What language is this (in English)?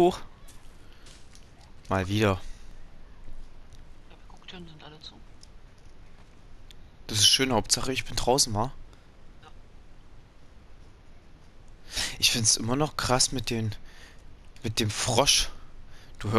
German